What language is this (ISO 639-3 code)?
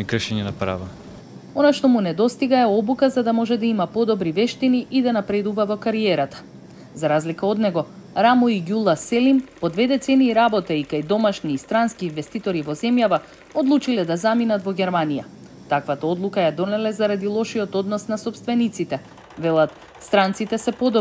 mkd